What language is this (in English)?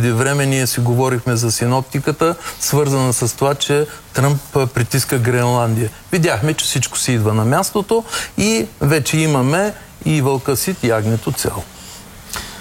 Bulgarian